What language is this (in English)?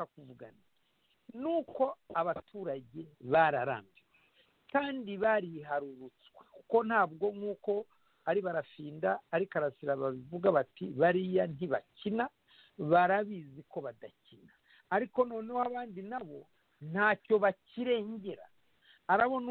Kinyarwanda